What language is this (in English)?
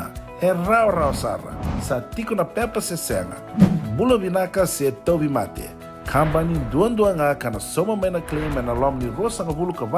Fijian